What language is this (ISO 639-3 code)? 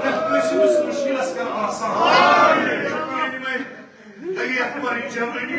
kas